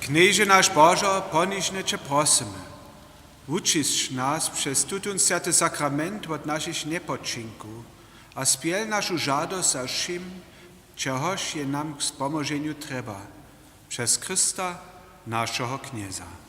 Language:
Upper Sorbian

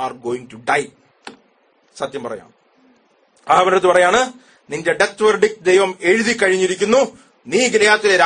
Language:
Malayalam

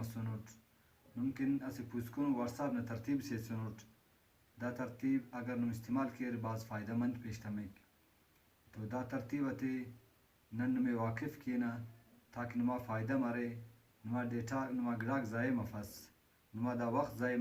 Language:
Brahui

